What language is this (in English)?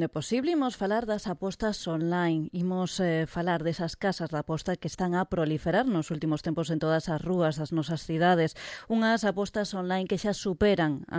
Galician